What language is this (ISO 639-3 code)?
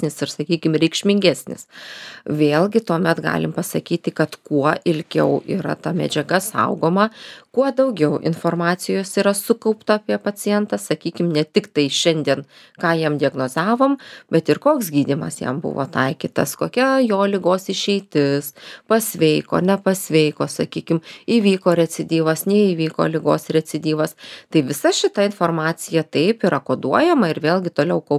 lit